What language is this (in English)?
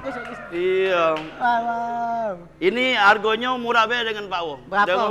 Musi